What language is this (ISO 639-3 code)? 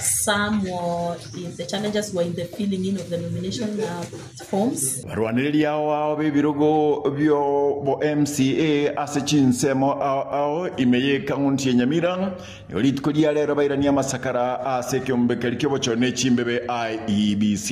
guz